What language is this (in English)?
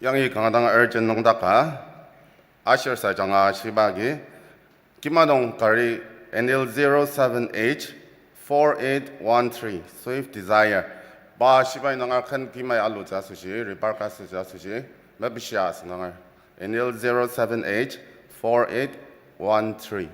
Ao Naga